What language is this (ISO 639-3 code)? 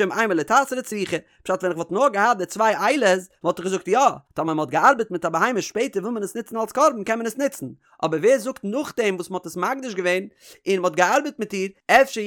yid